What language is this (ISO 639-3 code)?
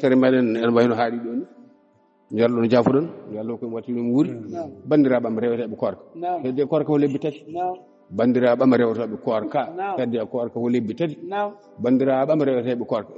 ful